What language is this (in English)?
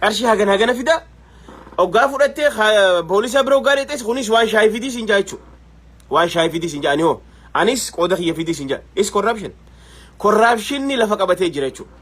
Oromo